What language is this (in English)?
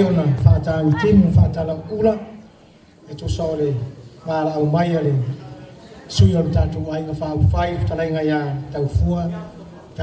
Samoan